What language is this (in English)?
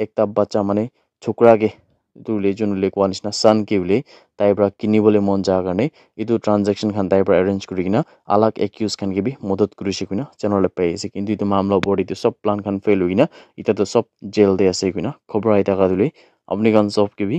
Naga Pidgin